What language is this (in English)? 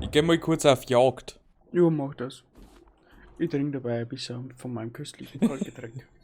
Bavarian